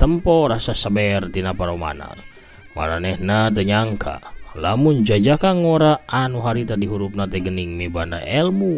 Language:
Sundanese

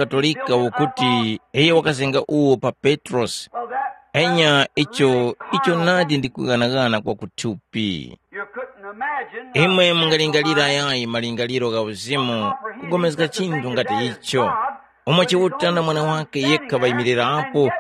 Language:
Tumbuka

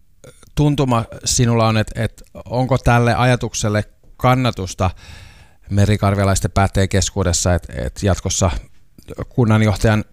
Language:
Finnish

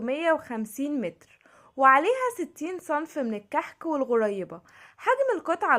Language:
Egyptian Arabic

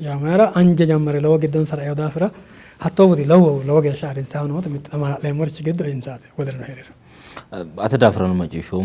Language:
Sidamo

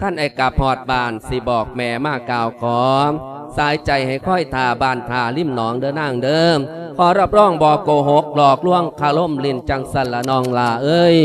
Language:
Lao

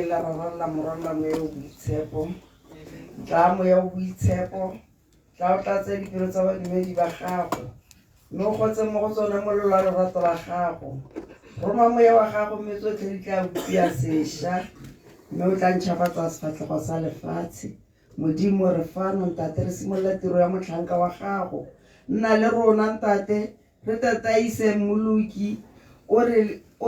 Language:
Tswana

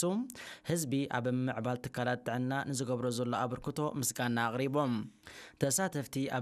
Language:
Tigrinya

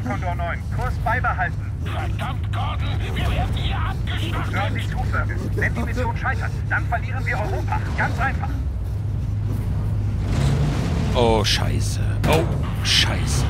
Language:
German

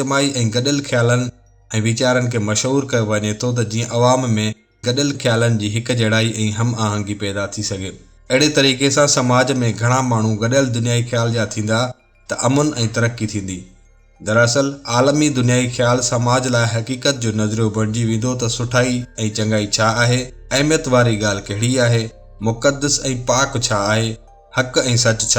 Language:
Sindhi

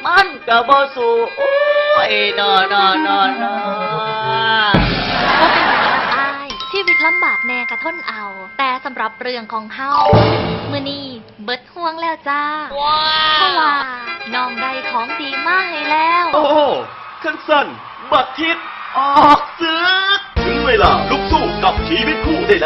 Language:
Lao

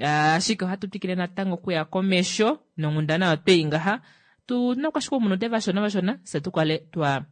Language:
Kuanyama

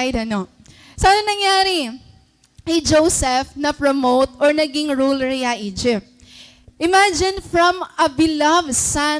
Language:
Waray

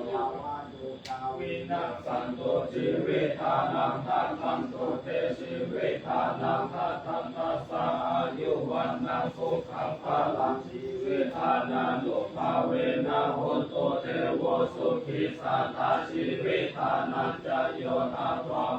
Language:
Pali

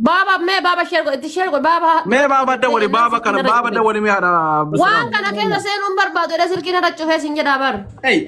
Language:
Oromo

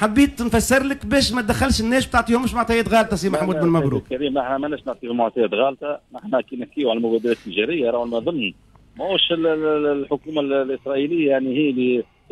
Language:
Tunisian Arabic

